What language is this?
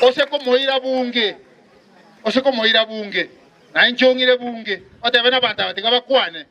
Gusii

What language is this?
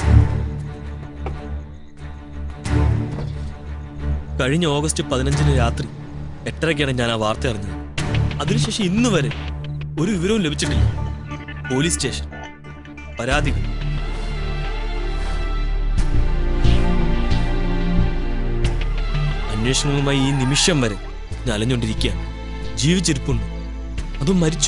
Malayalam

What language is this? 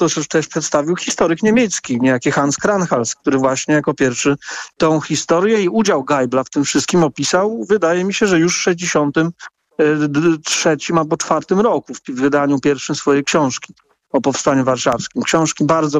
Polish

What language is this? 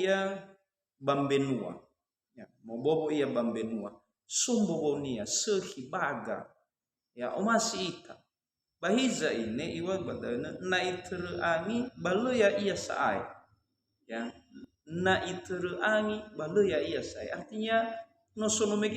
Nias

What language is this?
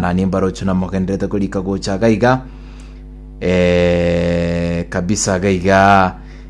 Gusii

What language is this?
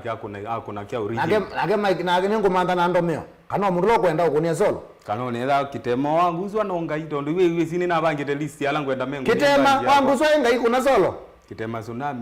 Kamba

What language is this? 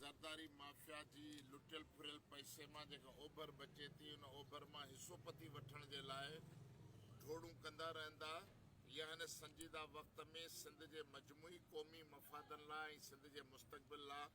Sindhi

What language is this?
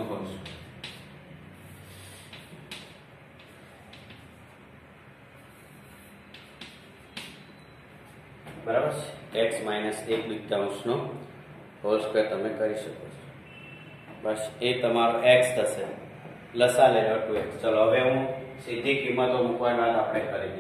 Gujarati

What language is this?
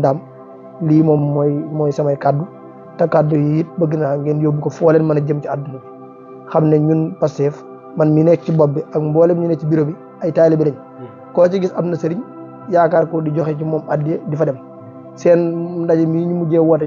Wolof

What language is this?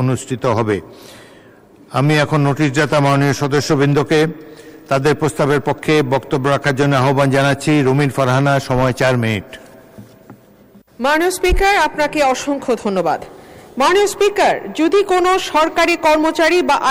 Bangla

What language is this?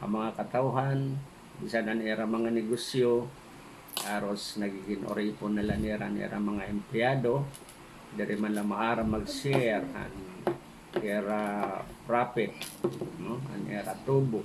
Waray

